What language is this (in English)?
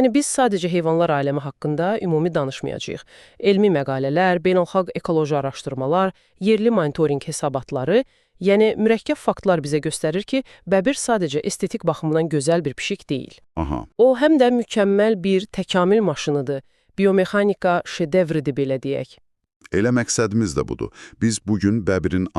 Azerbaijani